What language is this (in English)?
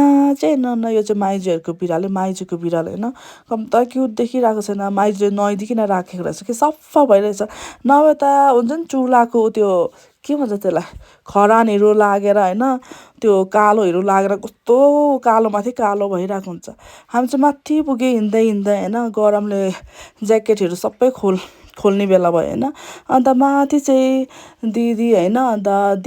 Nepali